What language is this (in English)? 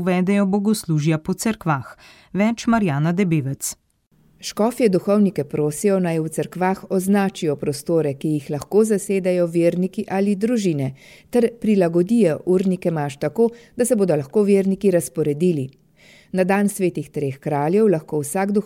Slovenian